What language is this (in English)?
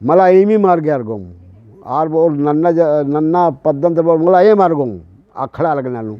Kurukh